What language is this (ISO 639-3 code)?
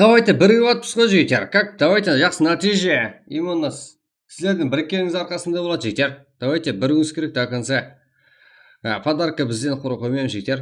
kaa